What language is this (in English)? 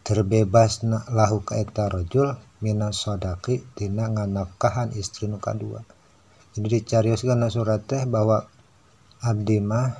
Sundanese